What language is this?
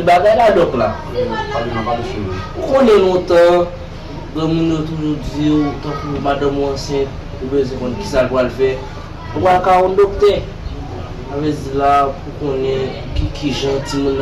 Haitian Creole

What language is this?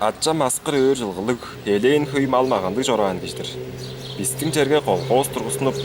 Tuvinian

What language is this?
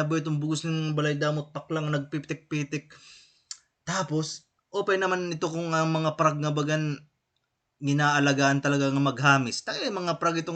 Waray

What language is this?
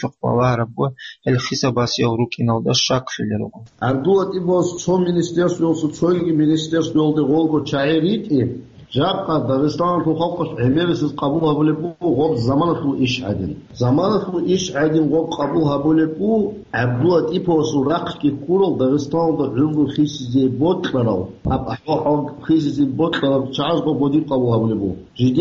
Avaric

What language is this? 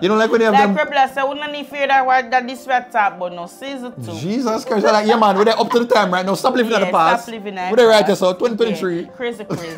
Jamaican Creole English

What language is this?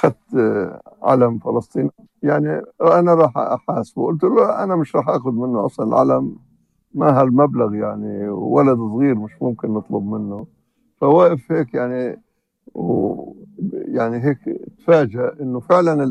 North Levantine Arabic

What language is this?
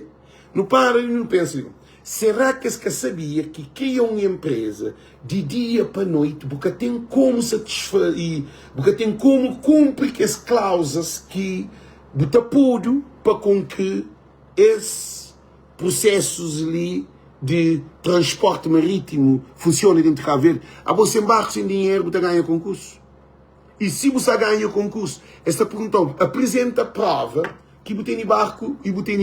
Kabuverdianu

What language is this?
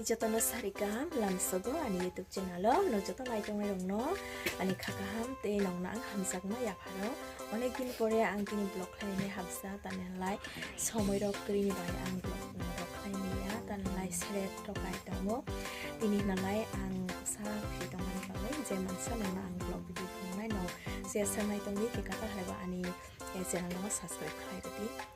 Kok Borok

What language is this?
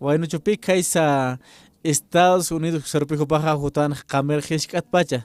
Aymara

